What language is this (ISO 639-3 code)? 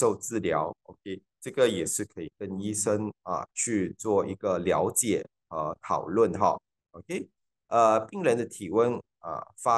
zho